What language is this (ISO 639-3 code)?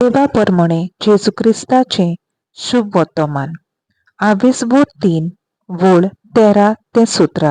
kok